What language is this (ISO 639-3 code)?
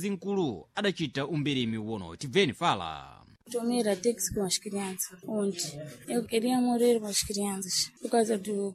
seh